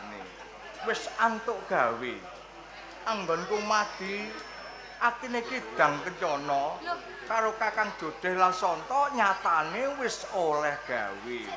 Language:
Javanese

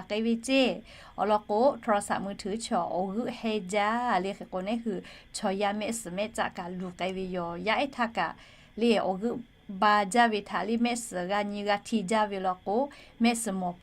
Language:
Lahu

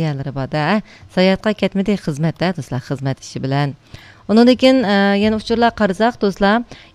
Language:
Uyghur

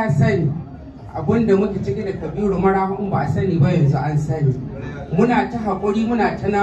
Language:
Hausa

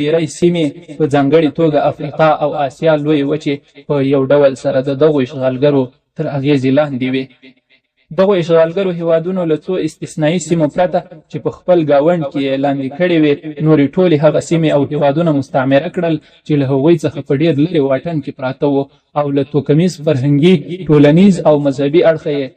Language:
Pashto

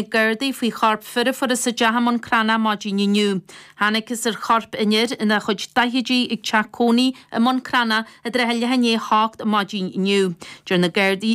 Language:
Irish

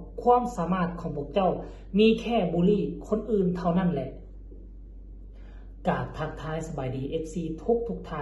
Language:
Lao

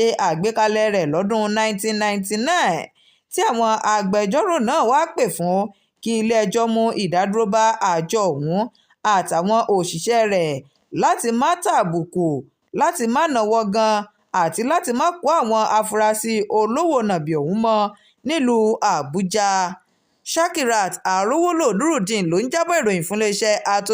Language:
Yoruba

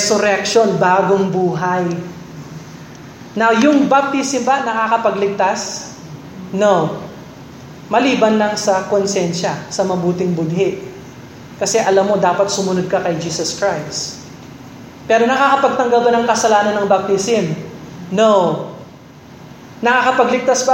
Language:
Filipino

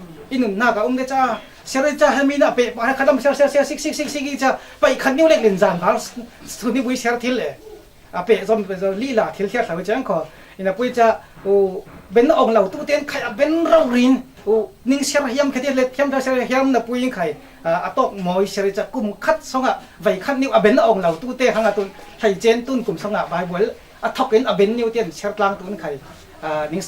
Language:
Falam Chin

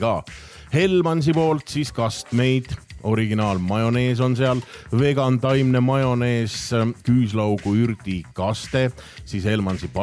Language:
Estonian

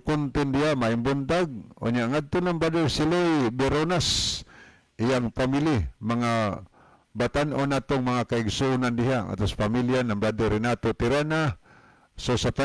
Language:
Cebuano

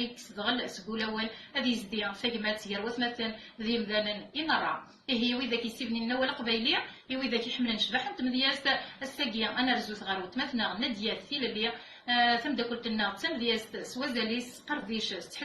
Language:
Kabyle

